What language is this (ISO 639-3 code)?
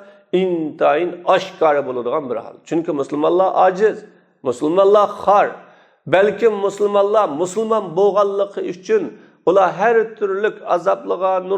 uig